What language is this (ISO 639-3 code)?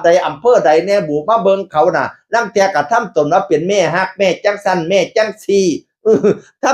tts